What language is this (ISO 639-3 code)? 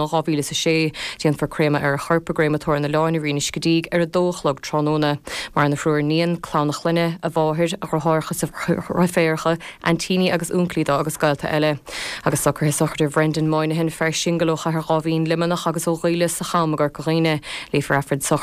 gle